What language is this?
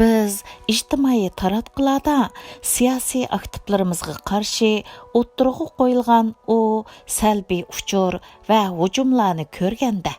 Uyghur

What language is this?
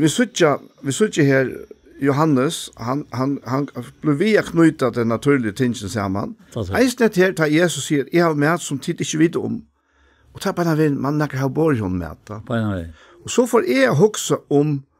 Faroese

